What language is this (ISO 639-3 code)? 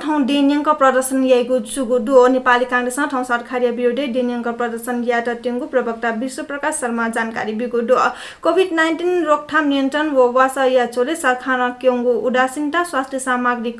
new